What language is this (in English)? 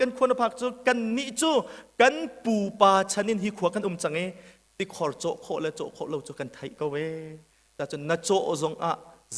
Hakha Chin